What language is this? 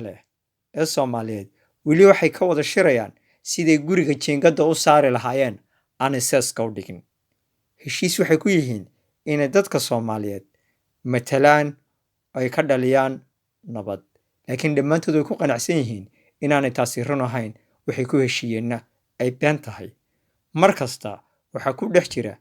Somali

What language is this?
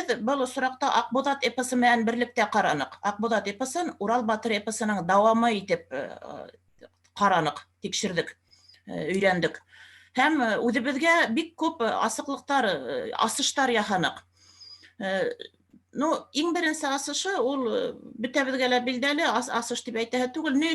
Bashkir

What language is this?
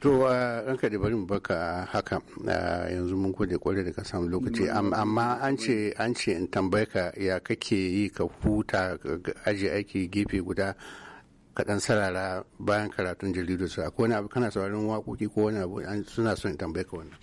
Hausa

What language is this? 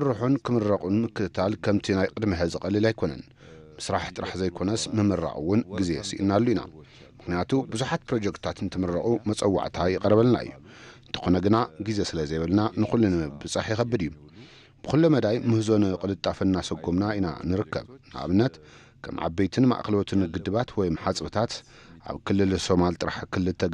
Tigrinya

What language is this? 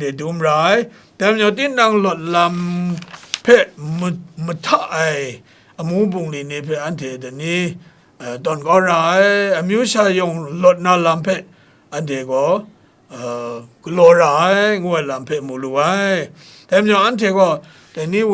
Kachin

